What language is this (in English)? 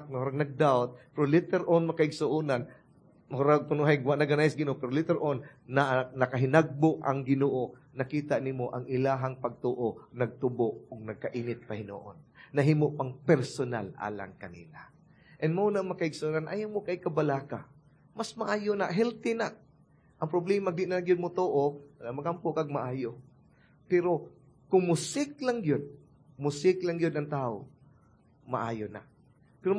Cebuano